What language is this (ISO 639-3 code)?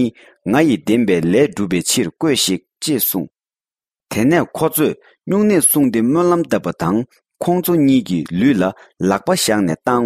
bod